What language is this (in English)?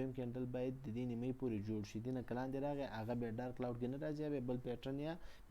Pashto